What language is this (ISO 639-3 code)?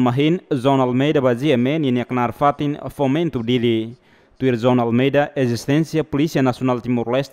tet